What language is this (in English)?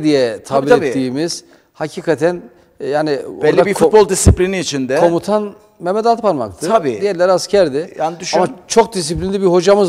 Turkish